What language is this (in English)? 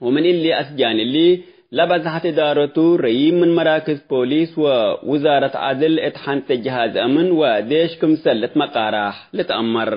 Tigre